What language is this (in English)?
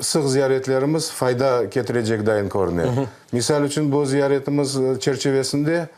Crimean Tatar